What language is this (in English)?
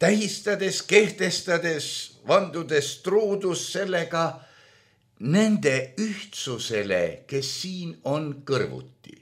Estonian